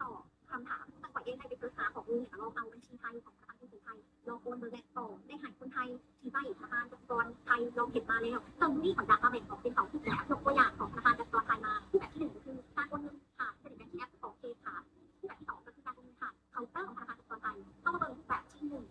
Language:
Lao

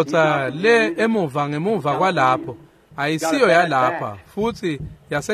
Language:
Swati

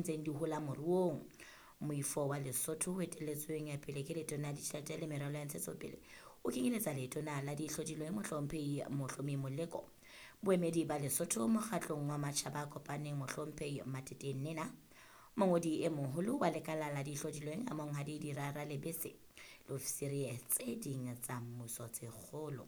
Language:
Southern Sotho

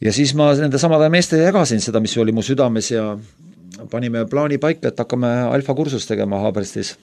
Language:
Estonian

